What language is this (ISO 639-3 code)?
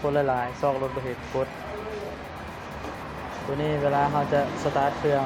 lao